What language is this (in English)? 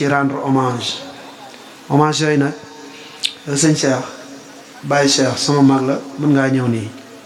Wolof